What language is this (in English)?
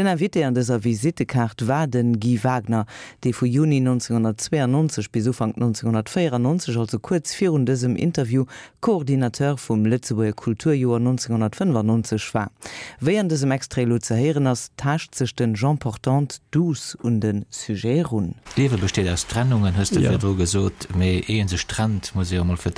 Luxembourgish